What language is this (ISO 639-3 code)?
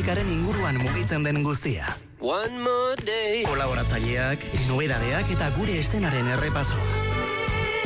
eus